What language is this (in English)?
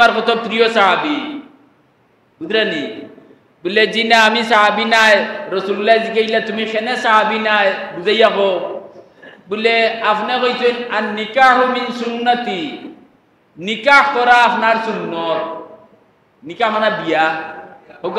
Sylheti